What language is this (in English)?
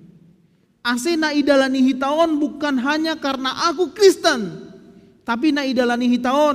Batak Simalungun